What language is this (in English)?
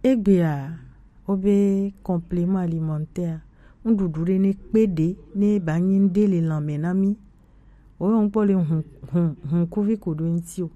Gen